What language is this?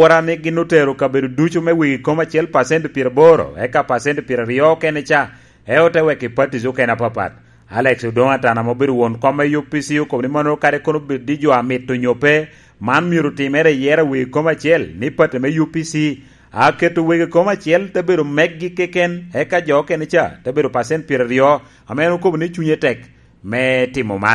Lango (Uganda)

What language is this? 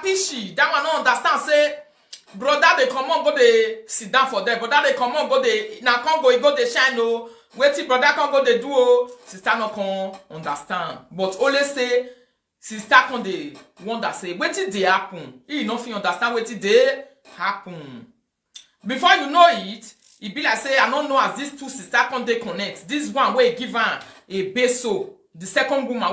Nigerian Pidgin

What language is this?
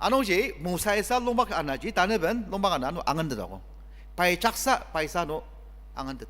Ao Naga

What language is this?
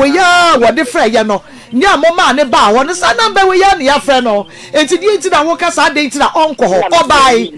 Akan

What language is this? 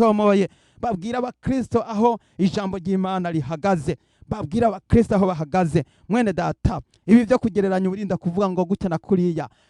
Rundi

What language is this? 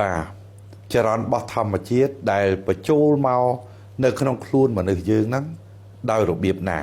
Khmer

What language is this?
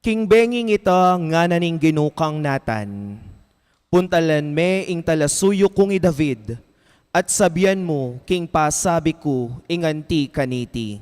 Pampanga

